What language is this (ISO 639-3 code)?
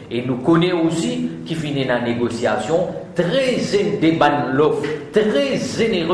mfe